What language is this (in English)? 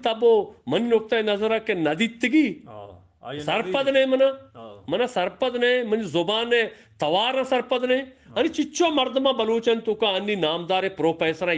Eastern Balochi